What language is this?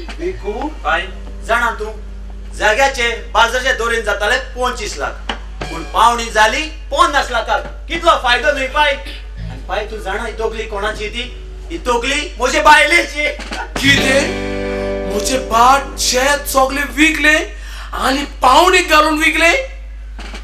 Konkani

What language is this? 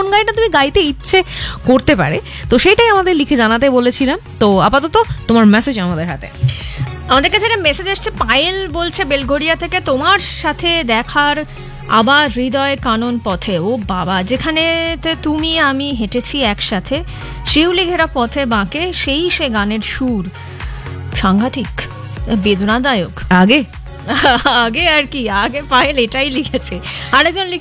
Bangla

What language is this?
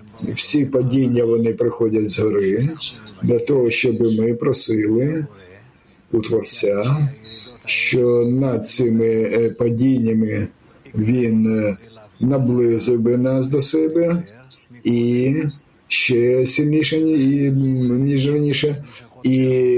Ukrainian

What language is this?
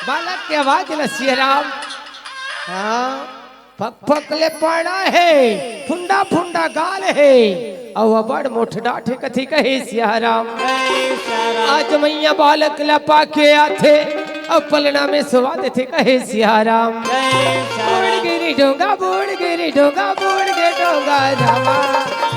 Chhattisgarhi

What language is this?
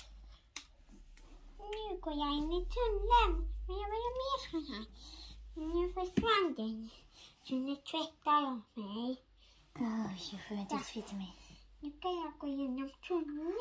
Swedish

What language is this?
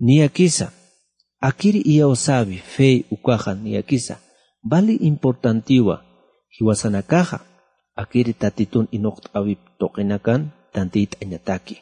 Aymara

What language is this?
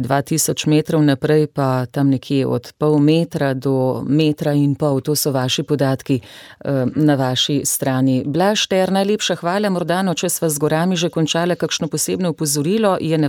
Slovenian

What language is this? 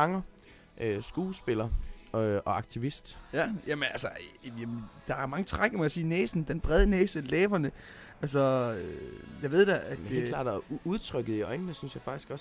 Danish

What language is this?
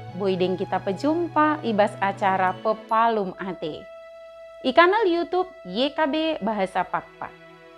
Batak Dairi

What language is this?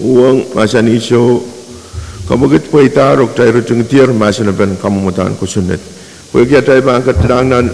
Pohnpeian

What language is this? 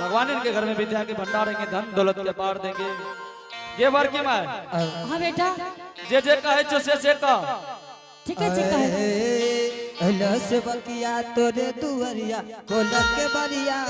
Angika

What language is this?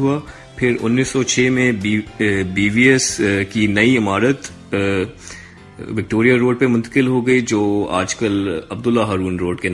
Urdu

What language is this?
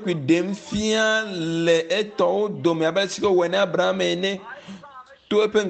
Ewe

